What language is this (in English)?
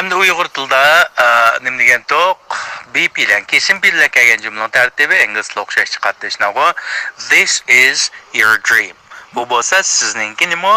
Uyghur